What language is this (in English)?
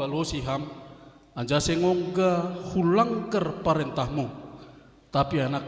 Batak Simalungun